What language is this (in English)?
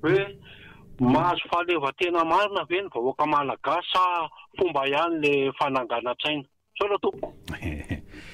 Malagasy